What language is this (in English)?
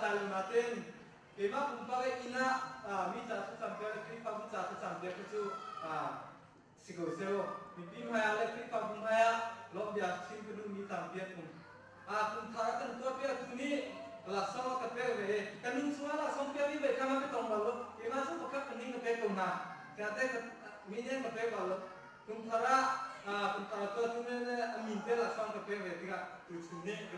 Hakha Chin